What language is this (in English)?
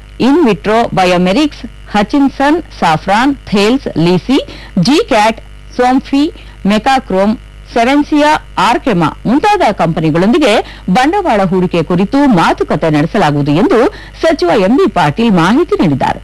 Kannada